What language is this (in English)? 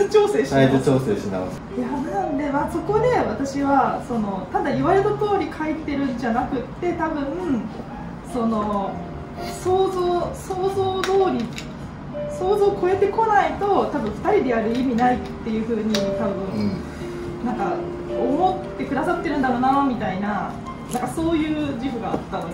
Japanese